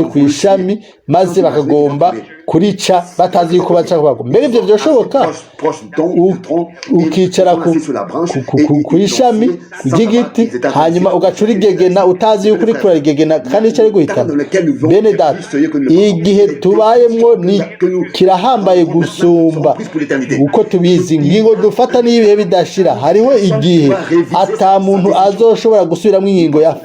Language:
Rundi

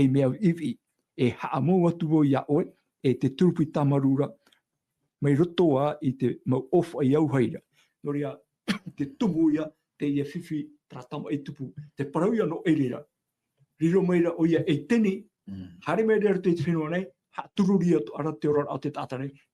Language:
Tahitian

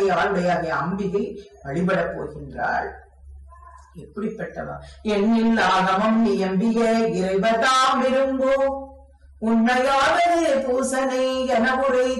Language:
Tamil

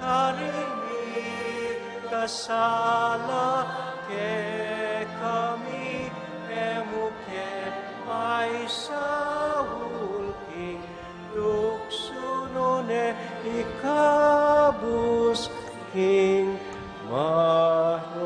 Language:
Pampanga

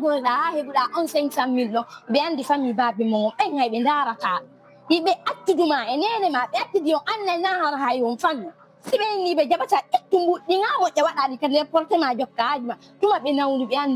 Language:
Fula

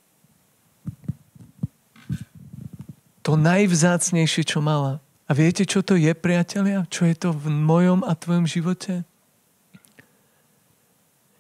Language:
Slovak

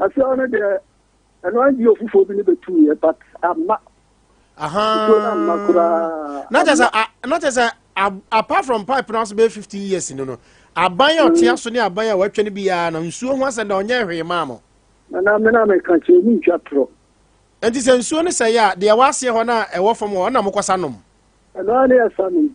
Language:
Akan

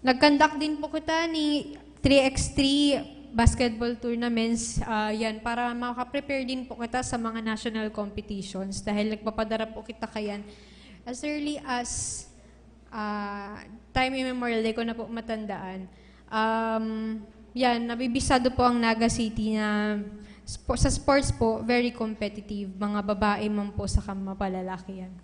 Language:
Bikol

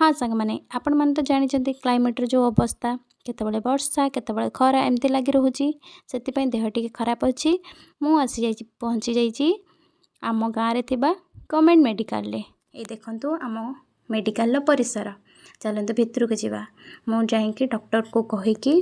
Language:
Odia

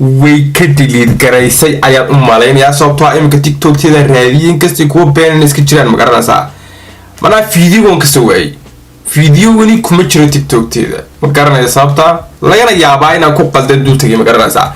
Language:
Somali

